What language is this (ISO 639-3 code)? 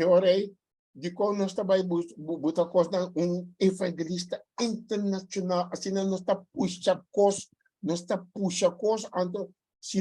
pap